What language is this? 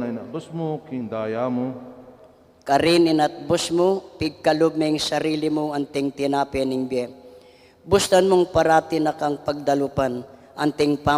Pampanga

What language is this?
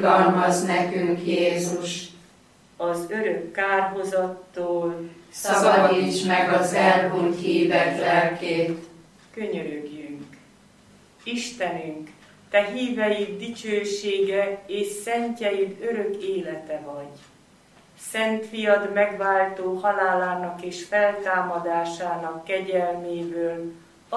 Hungarian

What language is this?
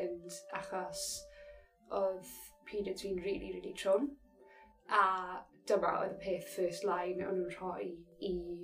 Welsh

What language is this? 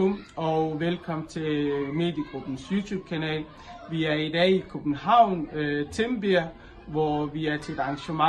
Danish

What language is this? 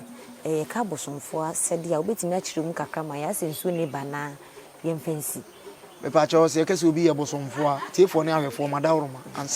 Akan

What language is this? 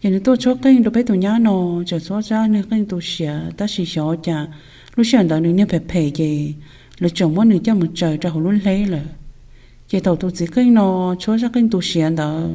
Hmong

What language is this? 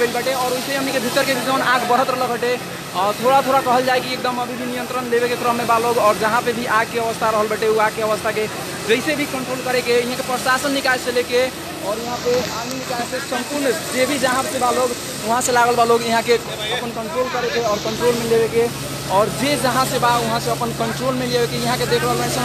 Bhojpuri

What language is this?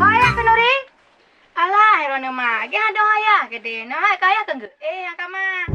Achinese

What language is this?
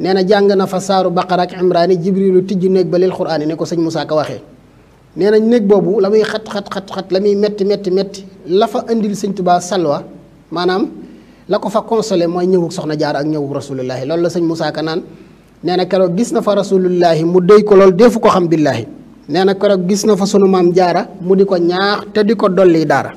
Wolof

